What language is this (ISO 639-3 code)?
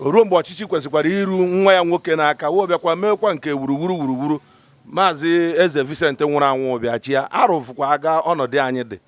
ibo